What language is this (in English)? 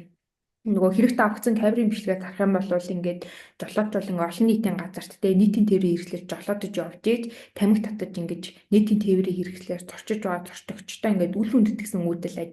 Mongolian